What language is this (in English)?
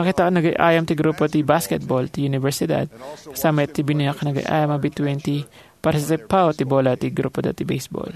Iloko